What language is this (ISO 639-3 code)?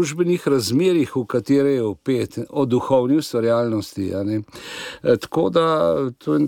slv